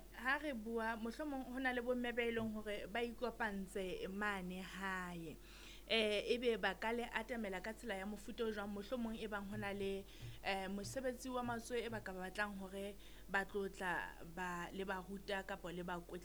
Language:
Southern Sotho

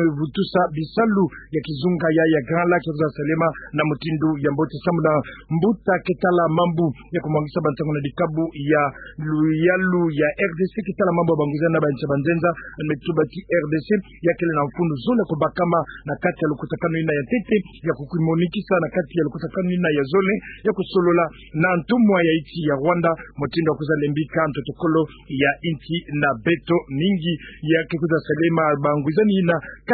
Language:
Kituba (Democratic Republic of Congo)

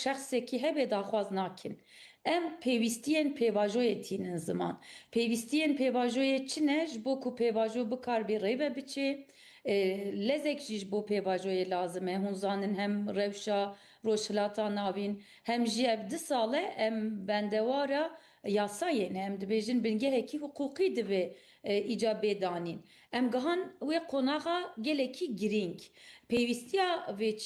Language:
Kurdish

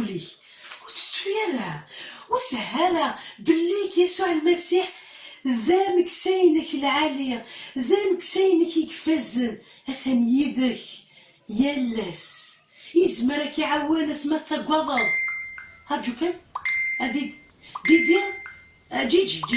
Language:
Kabyle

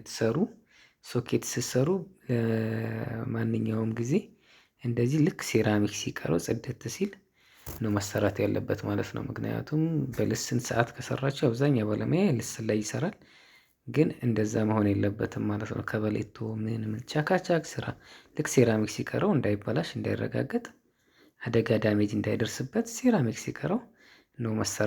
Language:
Amharic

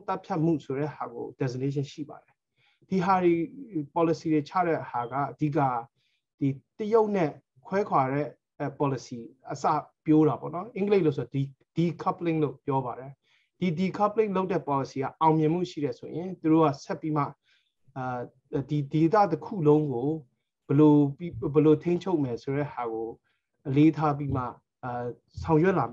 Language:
Burmese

